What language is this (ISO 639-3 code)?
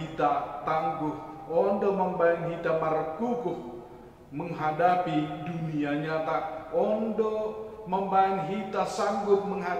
bts